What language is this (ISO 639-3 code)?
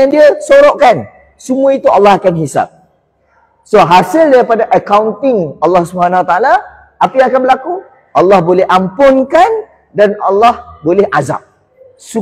msa